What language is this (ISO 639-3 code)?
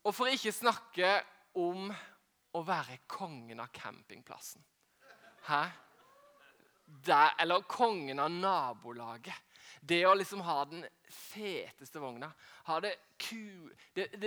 nor